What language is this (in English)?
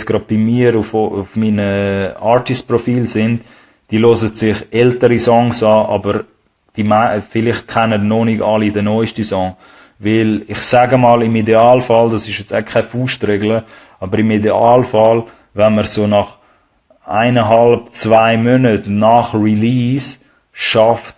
Swiss German